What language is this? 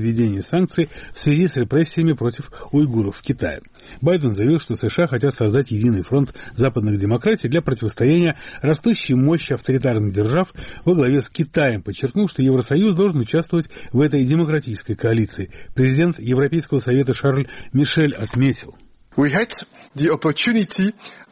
Russian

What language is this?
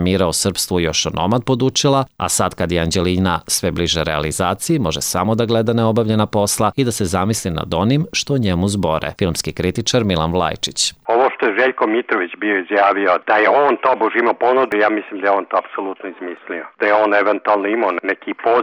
Serbian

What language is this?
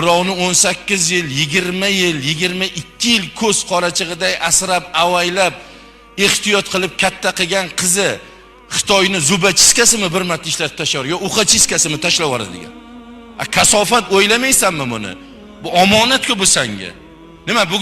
Uzbek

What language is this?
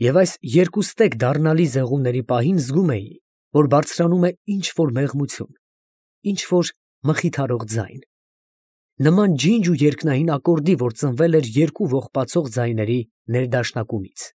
Armenian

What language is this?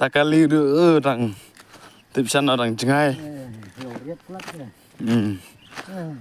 Khasi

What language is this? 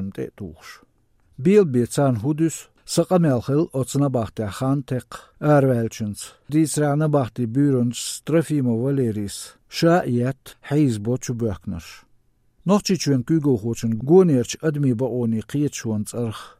Chechen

